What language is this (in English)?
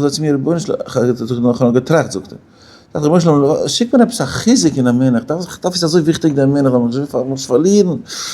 Yiddish